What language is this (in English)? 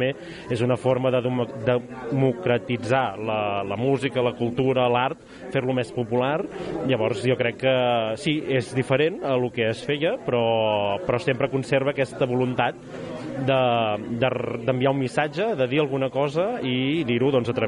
Catalan